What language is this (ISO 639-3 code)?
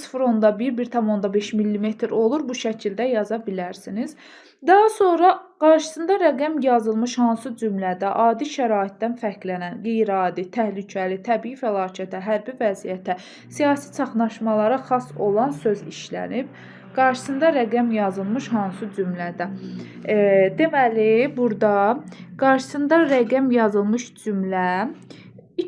aze